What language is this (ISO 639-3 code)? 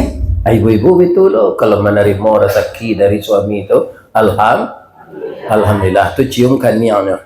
min